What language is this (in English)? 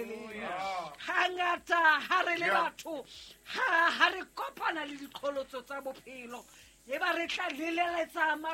Southern Sotho